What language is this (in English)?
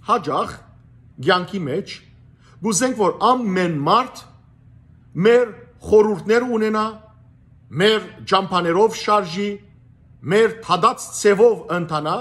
Western Armenian